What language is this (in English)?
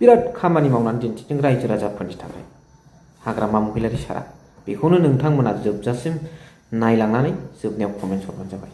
Bodo